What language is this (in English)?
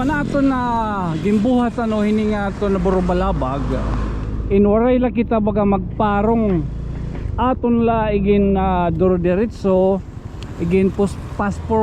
Waray